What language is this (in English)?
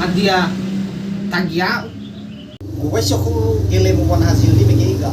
Nias